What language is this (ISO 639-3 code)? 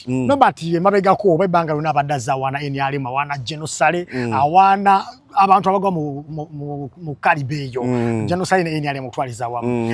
lug